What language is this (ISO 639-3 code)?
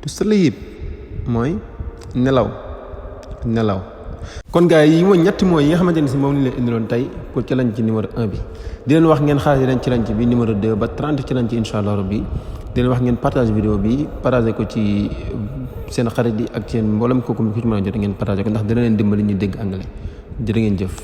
wol